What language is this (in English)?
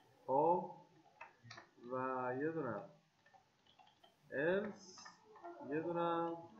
Persian